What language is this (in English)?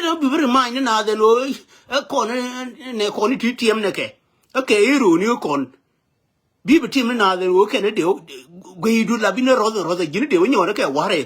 Nuer